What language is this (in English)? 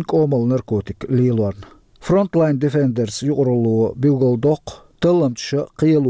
Chechen